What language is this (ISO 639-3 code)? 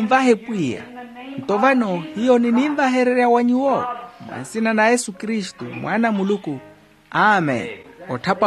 vmw